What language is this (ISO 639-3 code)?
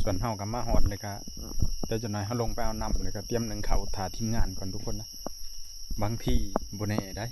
tts